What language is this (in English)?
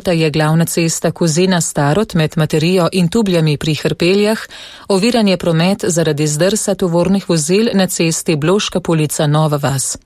Slovenian